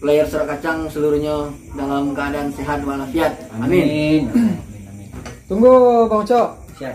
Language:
Minangkabau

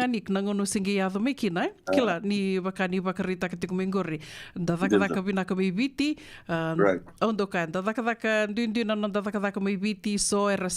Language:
Fijian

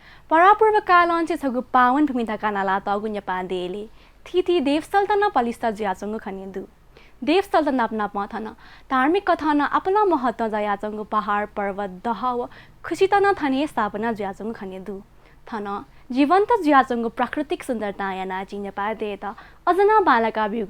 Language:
Newari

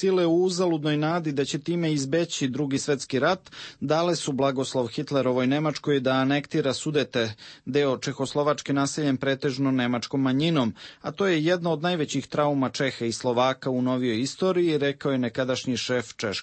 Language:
Serbian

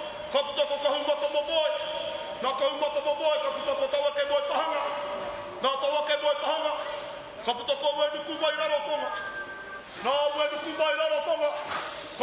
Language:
Māori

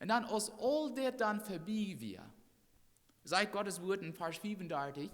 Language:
Plautdietsch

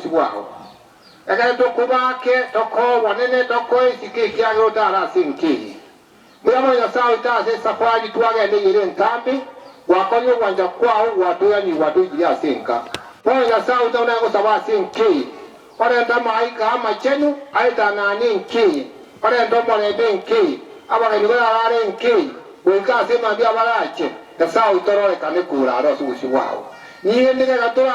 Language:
Gusii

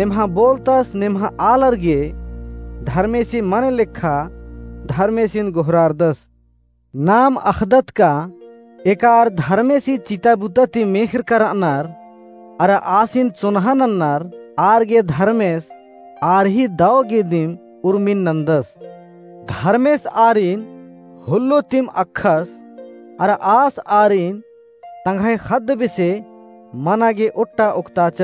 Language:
Kurukh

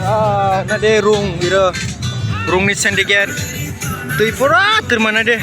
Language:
Kok Borok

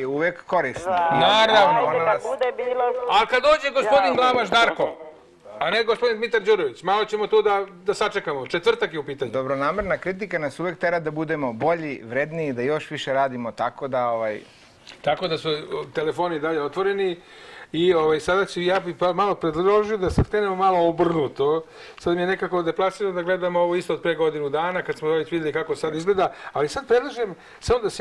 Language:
Serbian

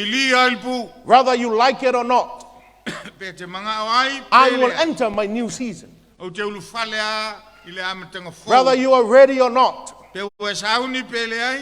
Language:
Samoan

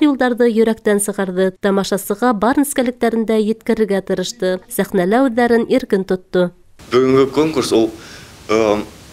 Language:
Bashkir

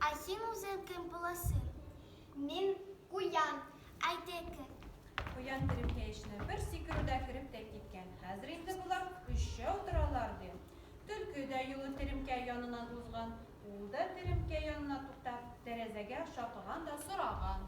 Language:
Tatar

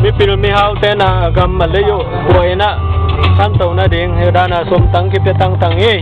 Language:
Tedim Chin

